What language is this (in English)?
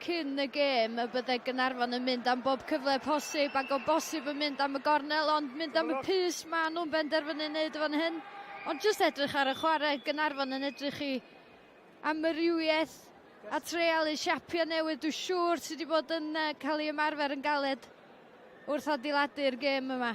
Welsh